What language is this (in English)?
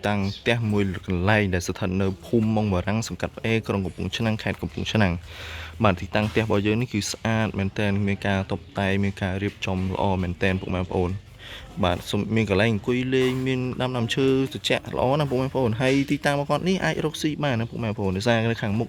Khmer